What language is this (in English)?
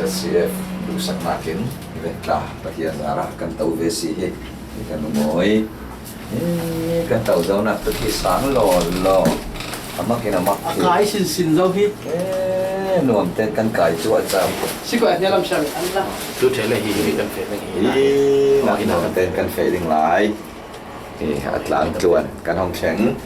Falam Chin